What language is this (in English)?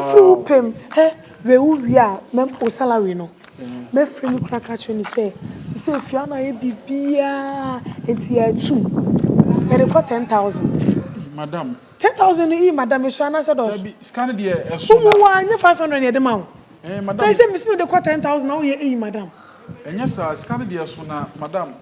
Akan